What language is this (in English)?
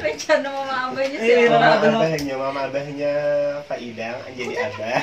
Banjar